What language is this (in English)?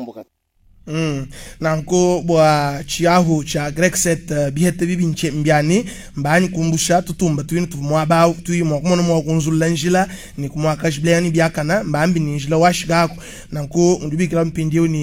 Luba-Lulua